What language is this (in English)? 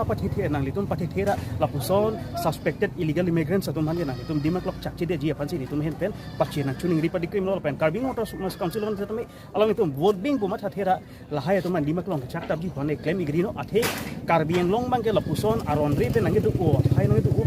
Karbi